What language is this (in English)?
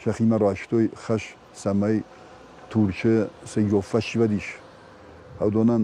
Ossetic